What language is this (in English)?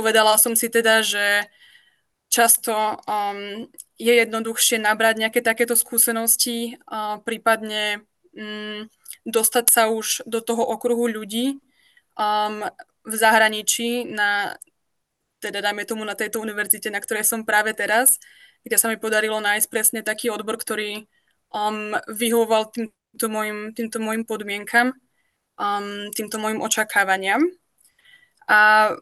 Slovak